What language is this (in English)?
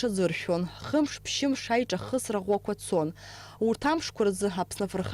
Abkhazian